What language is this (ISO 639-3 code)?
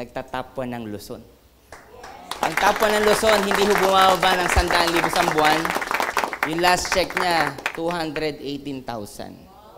fil